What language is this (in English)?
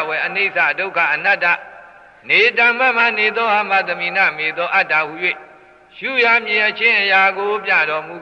Burmese